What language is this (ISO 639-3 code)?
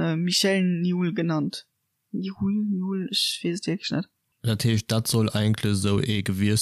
ltz